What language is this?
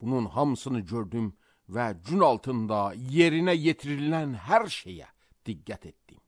Azerbaijani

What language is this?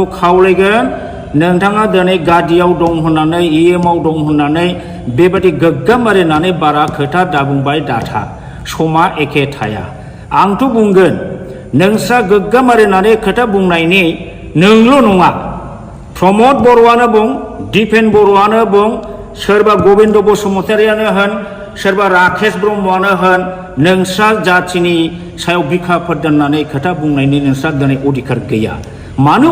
Bodo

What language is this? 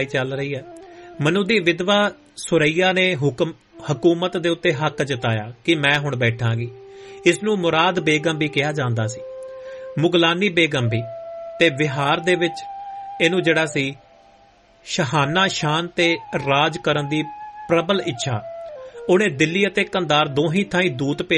Punjabi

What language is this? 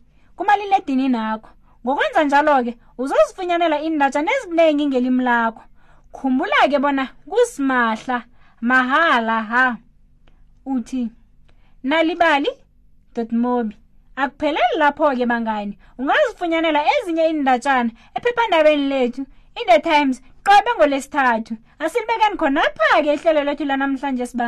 South Ndebele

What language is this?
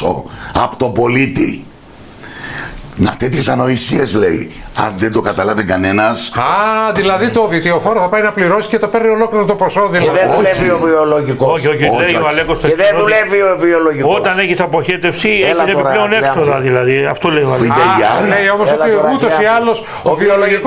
Greek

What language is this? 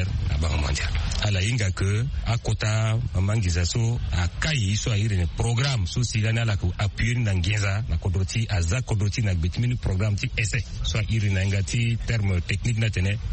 Sango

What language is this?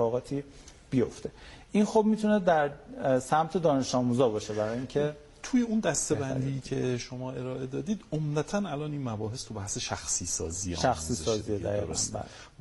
Persian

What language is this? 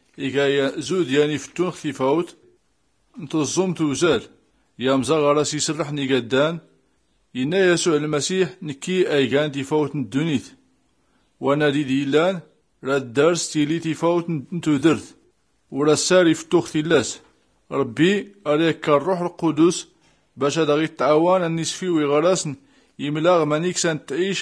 Tachelhit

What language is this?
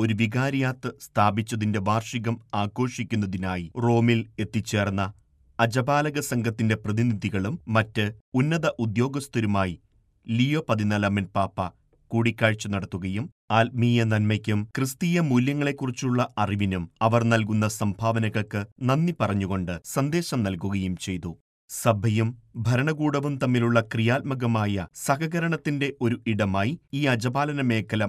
Malayalam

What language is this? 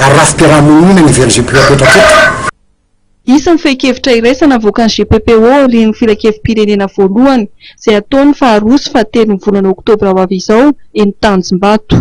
Malagasy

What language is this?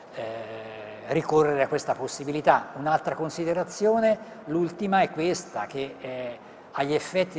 Italian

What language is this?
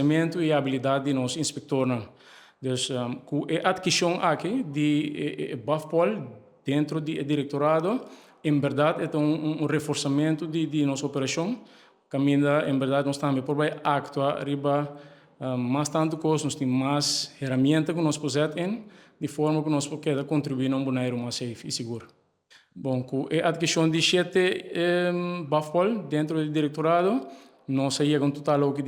Papiamento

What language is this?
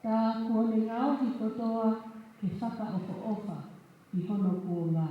Tongan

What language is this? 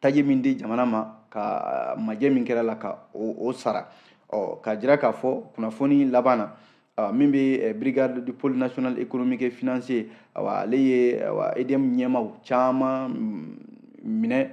Bambara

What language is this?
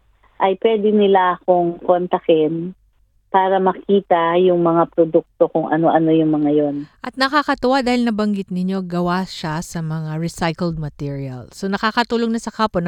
Filipino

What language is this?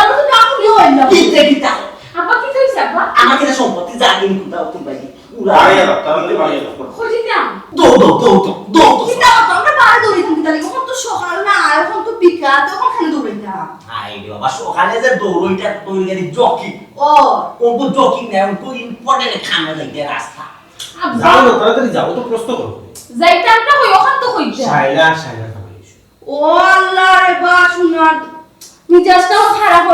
Sylheti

